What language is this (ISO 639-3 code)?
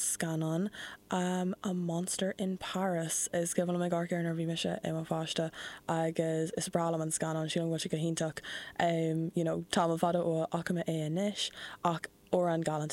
gle